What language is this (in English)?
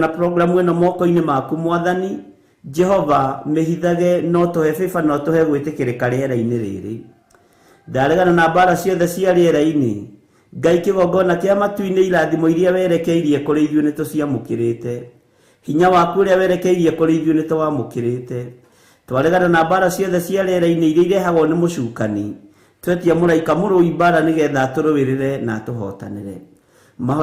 Kikuyu